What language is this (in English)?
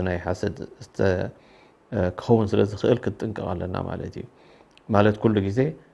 Tigrinya